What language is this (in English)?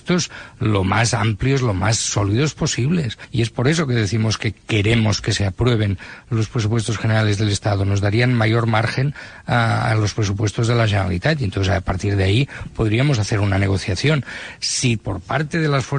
Spanish